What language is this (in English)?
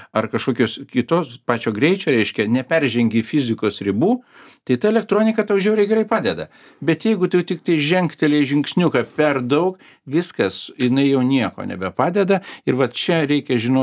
Lithuanian